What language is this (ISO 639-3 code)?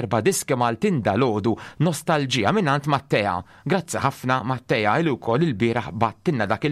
mlt